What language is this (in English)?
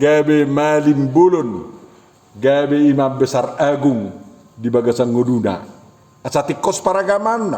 Batak Toba